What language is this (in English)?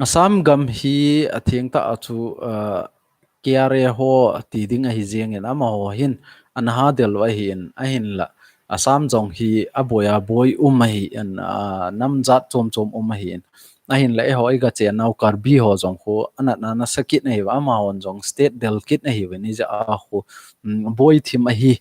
Thado Chin